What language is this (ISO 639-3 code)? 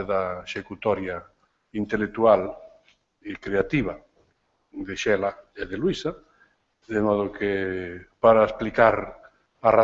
glg